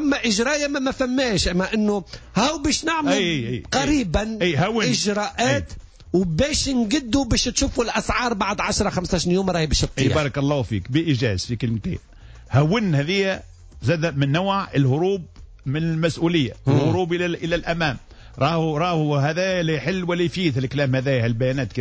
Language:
Tunisian Arabic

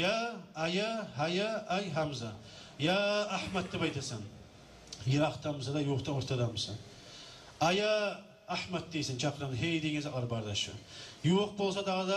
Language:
Kumyk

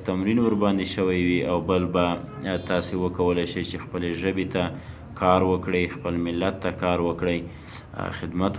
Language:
Pashto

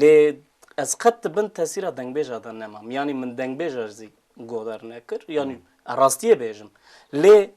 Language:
Kurdish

